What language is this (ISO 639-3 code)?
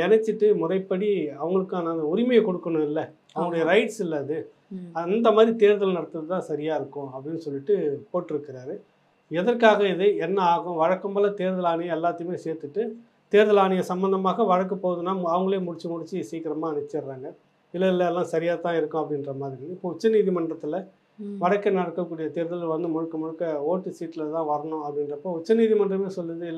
tam